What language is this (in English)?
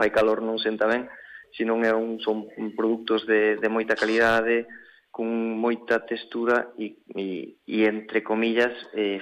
Galician